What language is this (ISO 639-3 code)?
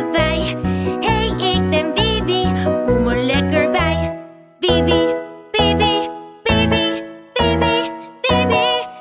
nld